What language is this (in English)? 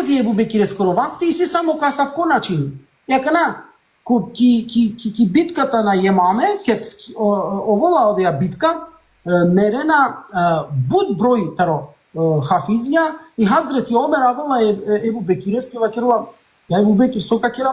Balkan Romani